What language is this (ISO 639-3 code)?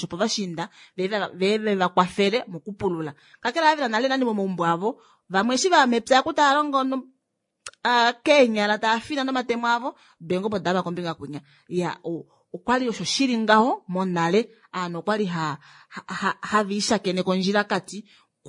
kua